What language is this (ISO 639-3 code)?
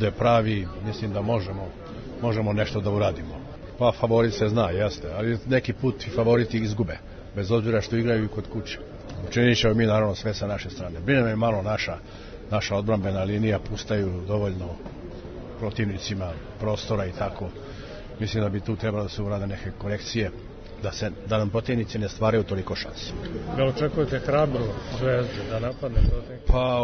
srp